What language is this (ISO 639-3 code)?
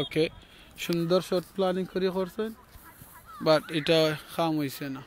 syl